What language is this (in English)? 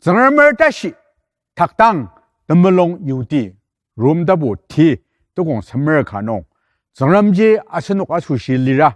Ao Naga